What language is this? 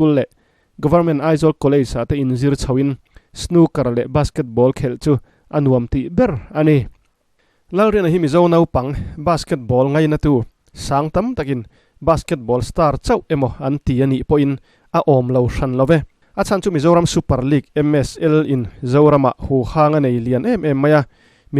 Mizo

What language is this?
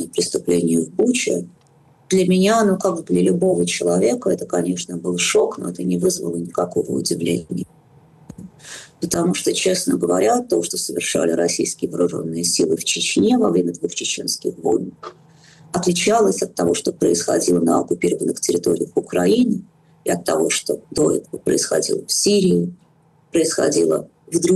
Russian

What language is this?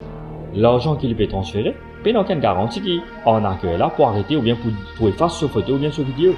Morisyen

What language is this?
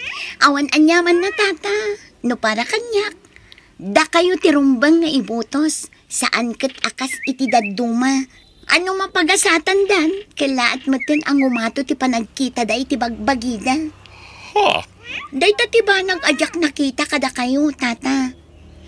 Iloko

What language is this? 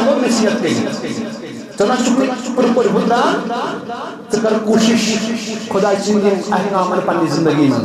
Kashmiri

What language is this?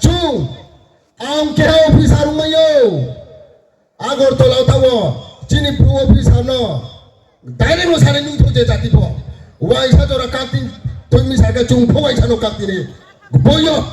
Riang (India)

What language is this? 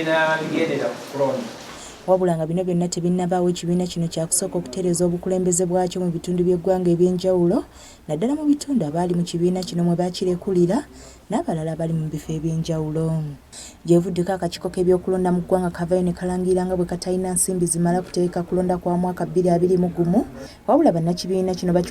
Ganda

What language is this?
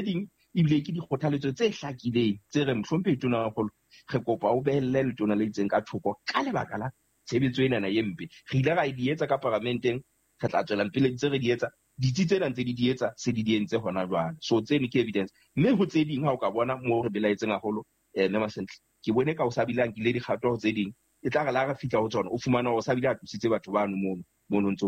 Southern Sotho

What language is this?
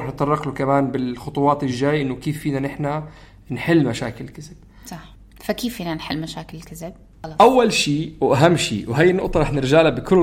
North Levantine Arabic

